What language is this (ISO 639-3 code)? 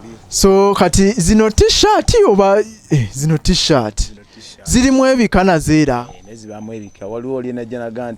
lug